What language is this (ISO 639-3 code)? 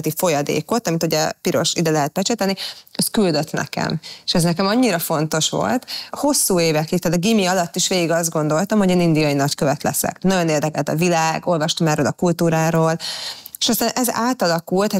hun